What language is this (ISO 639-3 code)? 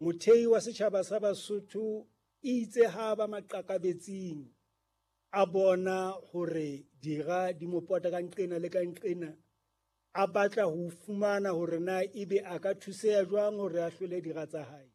sot